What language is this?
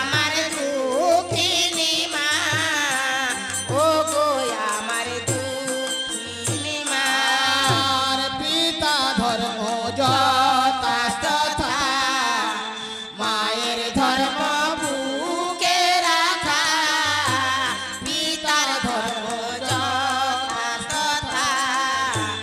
Bangla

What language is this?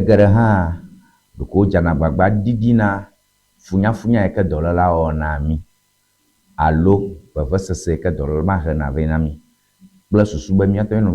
Ewe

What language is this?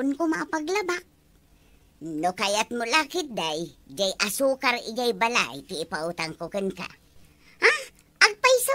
Iloko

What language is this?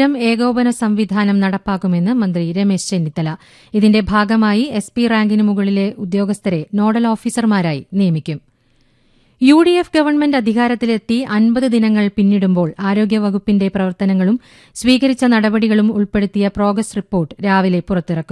Malayalam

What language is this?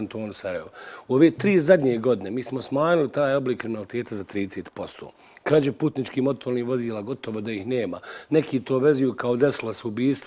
Bosnian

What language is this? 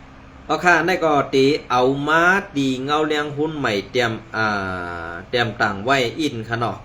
Shan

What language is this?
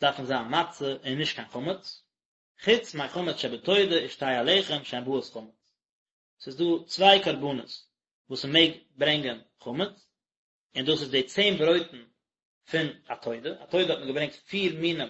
Yiddish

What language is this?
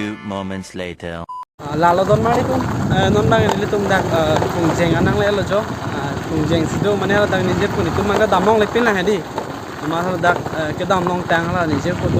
Karbi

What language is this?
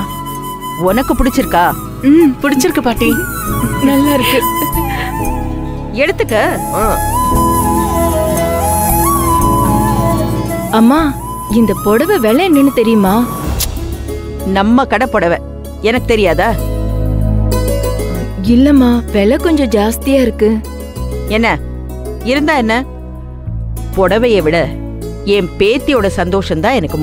Tamil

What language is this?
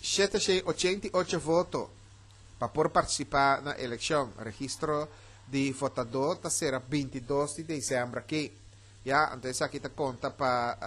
Papiamento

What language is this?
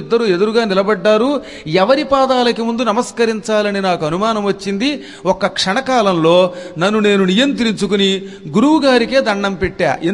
Telugu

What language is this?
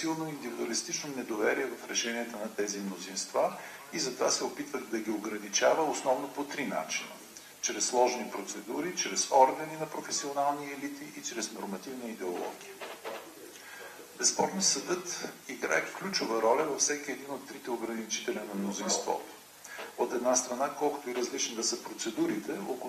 Bulgarian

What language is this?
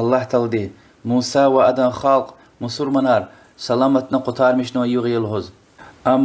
Lezghian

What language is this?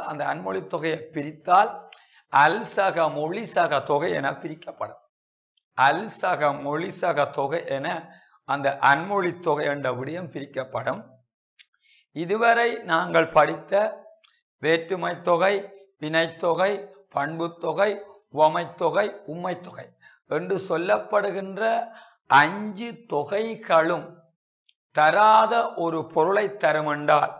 Tamil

